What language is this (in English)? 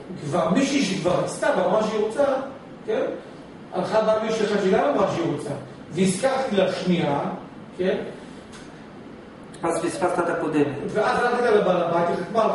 Hebrew